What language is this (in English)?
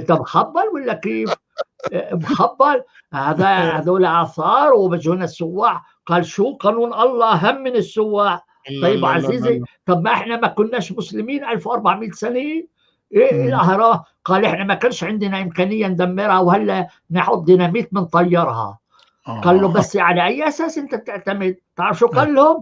North Levantine Arabic